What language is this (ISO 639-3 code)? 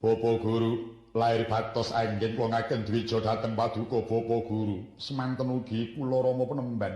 jav